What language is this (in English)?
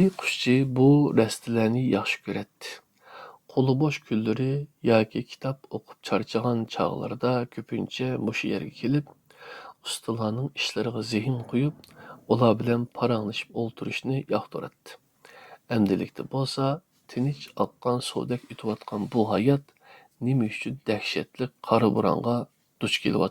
Uyghur